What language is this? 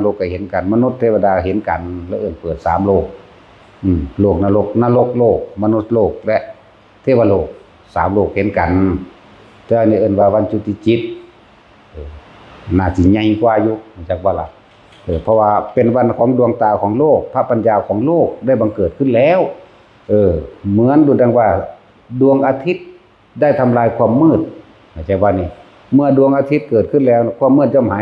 Lao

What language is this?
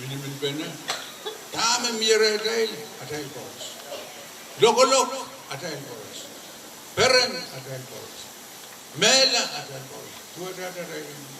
Pohnpeian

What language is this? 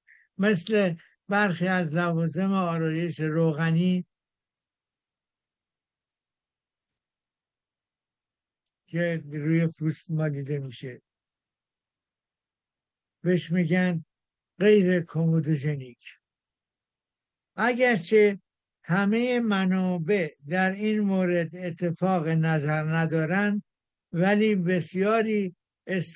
Persian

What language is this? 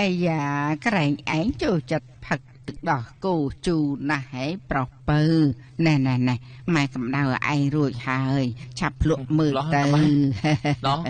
Khmer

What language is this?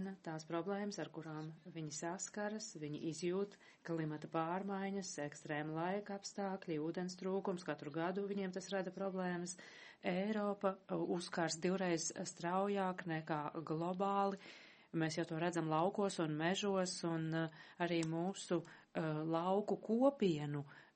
Latvian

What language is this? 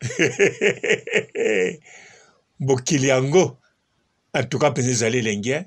Lingala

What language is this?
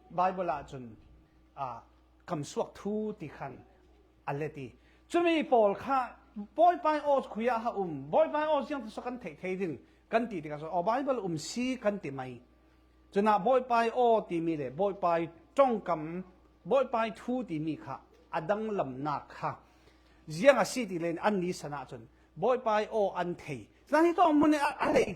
Falam Chin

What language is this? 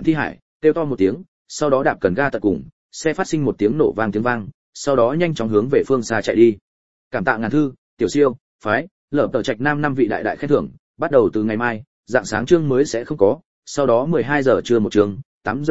Vietnamese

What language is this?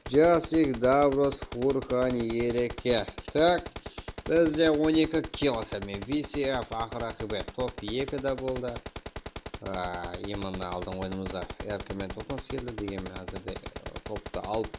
Kara-Kalpak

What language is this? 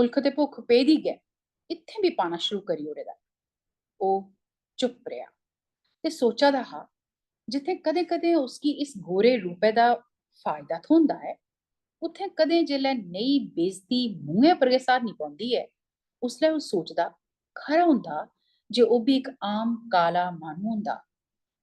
Dogri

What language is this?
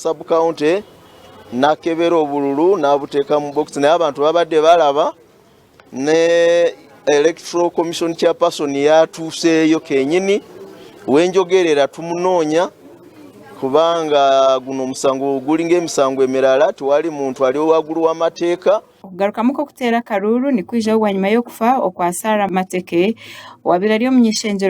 Nyankole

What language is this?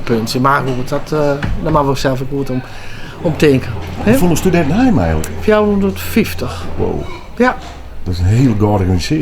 Western Frisian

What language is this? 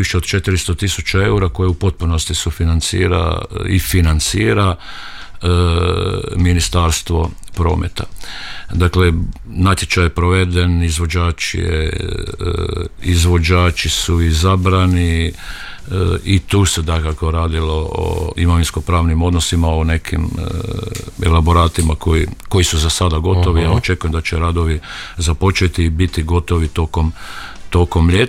Croatian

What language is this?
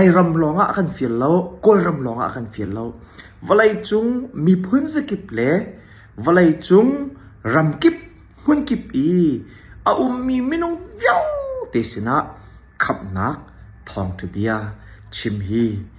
Hakha Chin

